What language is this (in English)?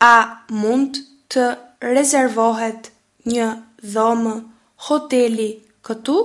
Albanian